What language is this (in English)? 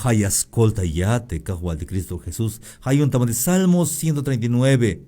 Tzeltal